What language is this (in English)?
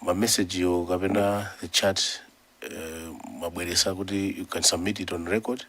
Nyanja